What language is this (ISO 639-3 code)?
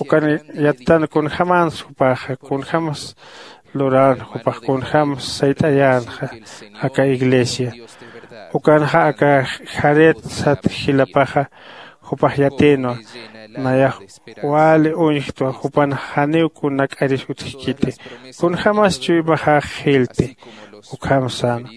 aym